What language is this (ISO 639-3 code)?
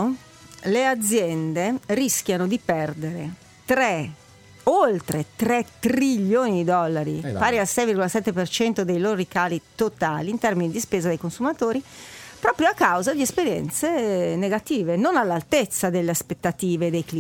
ita